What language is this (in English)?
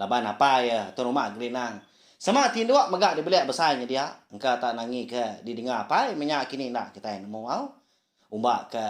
Iban